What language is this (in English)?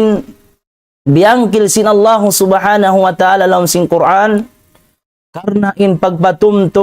Tausug